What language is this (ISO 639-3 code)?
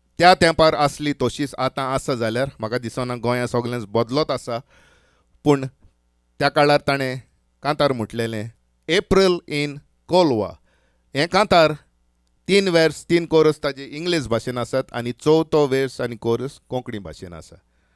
kok